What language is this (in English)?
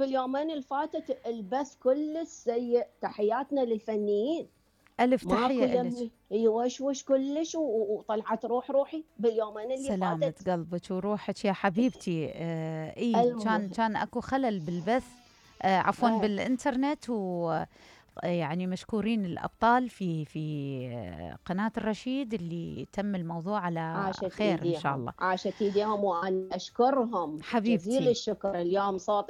Mesopotamian Arabic